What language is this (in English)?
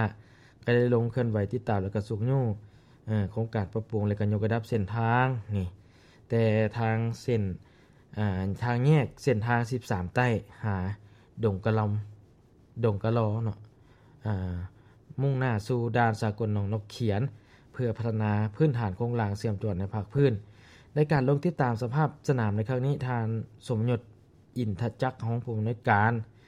Lao